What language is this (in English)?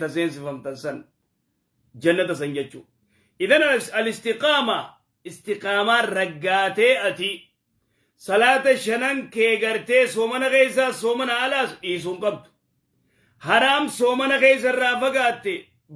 Oromo